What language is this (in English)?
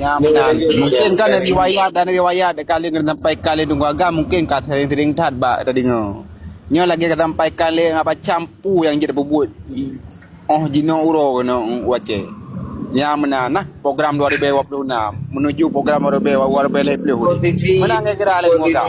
Achinese